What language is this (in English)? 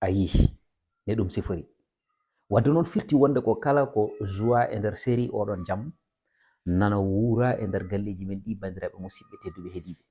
Fula